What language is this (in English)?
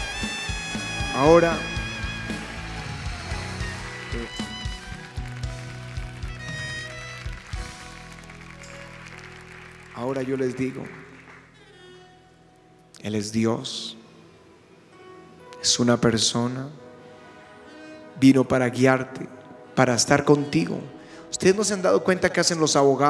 Spanish